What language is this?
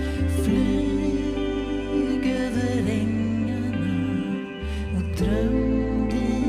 Swedish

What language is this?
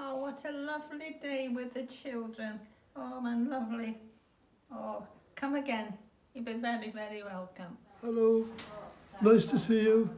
Welsh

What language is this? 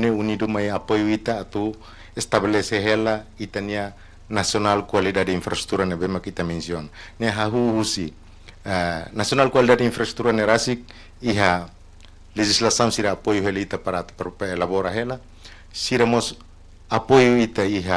Tetum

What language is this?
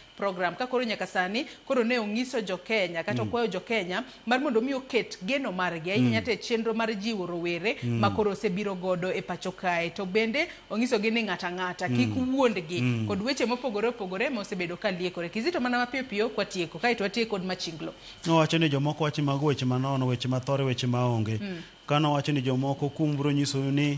Luo (Kenya and Tanzania)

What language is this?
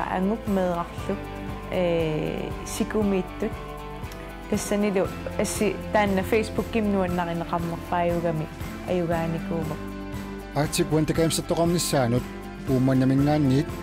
Kalaallisut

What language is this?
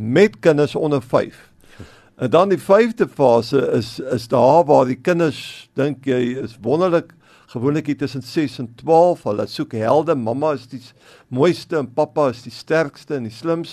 Afrikaans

